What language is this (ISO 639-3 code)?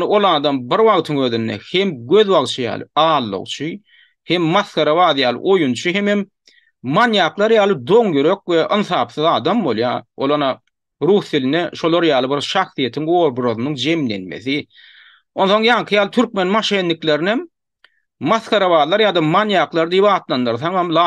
tuk